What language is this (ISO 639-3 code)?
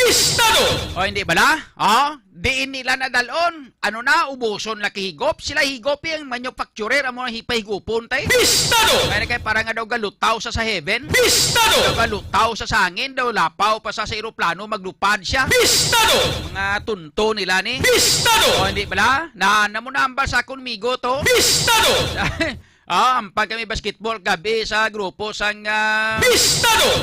hil